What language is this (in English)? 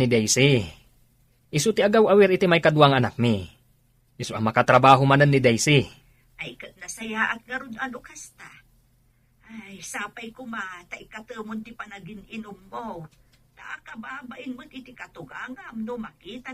Iloko